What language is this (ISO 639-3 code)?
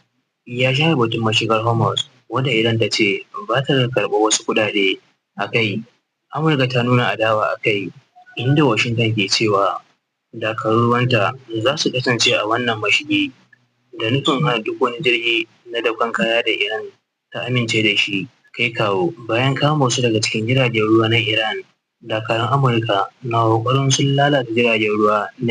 hau